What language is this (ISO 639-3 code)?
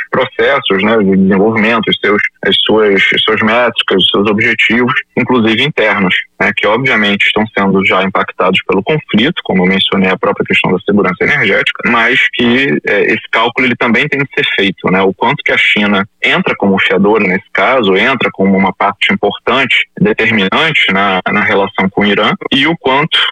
por